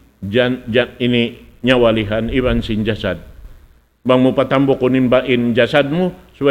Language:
Tausug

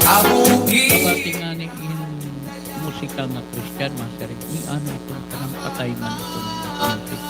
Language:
Waray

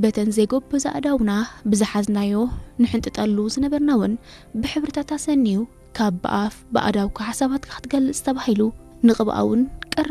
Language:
Tigrinya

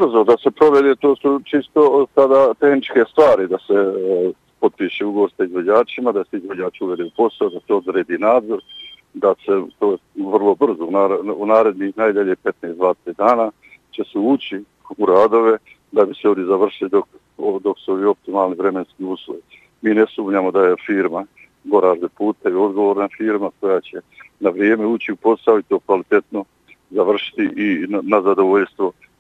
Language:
Bosnian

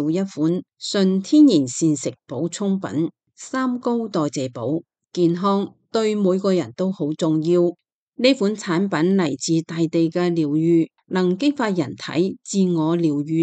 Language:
Cantonese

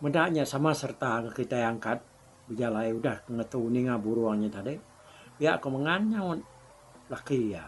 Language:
Iban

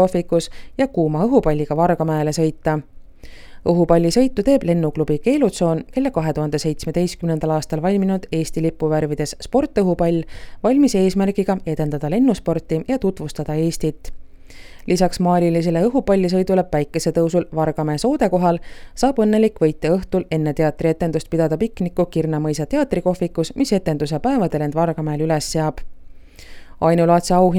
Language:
Estonian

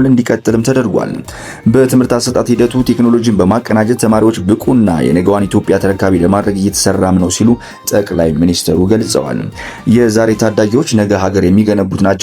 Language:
Amharic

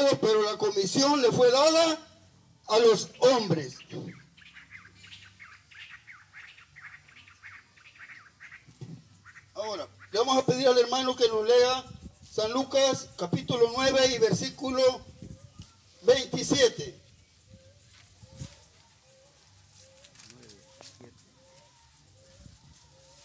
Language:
Spanish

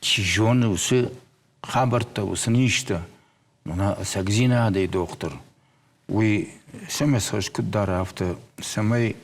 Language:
Ossetic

